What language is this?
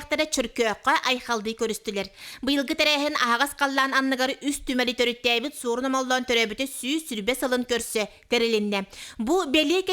Yakut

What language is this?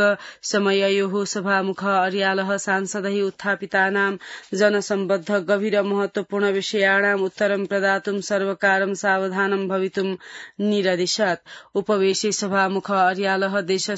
Sanskrit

